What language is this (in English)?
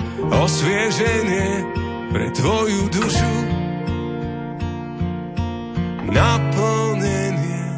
Slovak